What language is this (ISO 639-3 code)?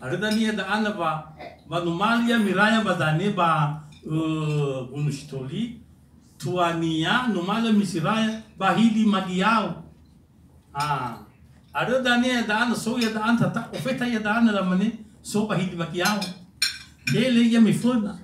nia